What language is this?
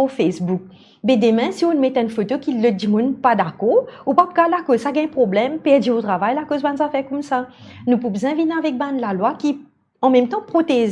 Morisyen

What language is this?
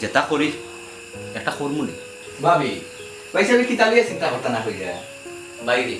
Sylheti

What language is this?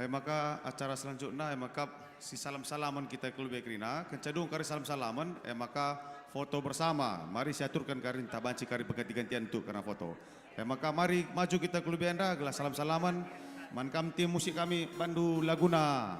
Batak Karo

